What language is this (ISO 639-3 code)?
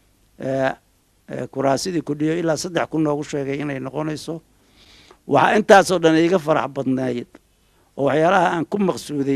som